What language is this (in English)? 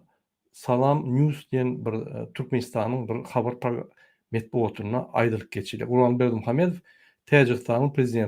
Turkmen